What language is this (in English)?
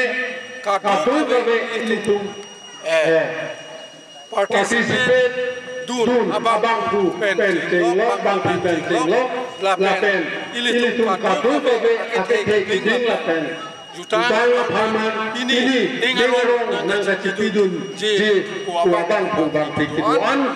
Karbi